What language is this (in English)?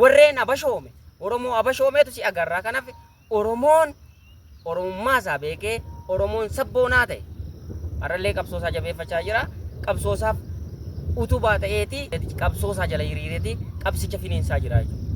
Oromo